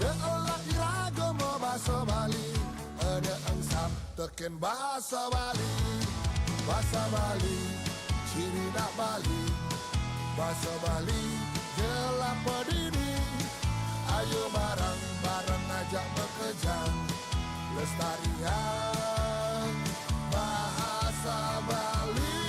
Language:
Balinese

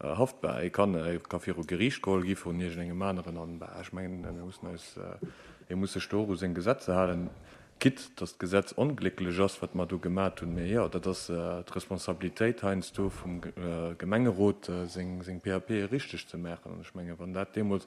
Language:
Luxembourgish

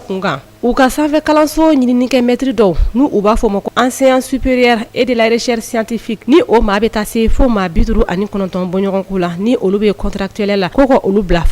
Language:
Bambara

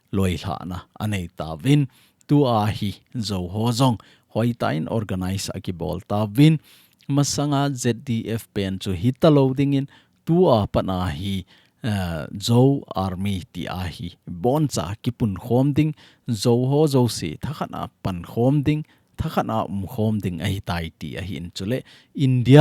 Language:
Thado Chin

